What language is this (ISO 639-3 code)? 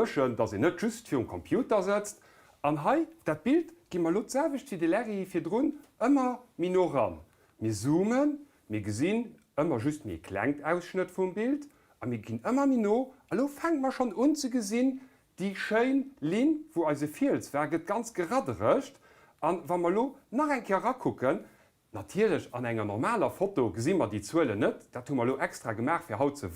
ltz